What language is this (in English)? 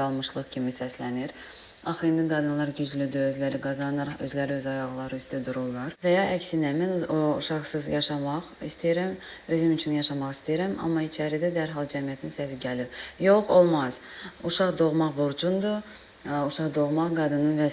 Azerbaijani